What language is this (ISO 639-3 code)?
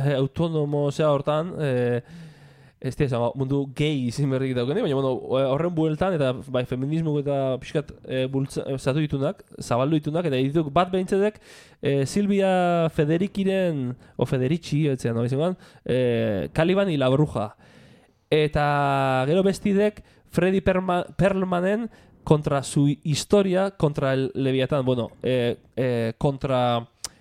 eus